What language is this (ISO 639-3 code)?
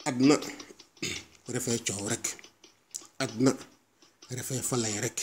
srr